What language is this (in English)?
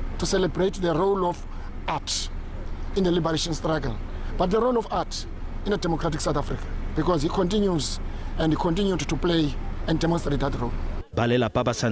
Tswana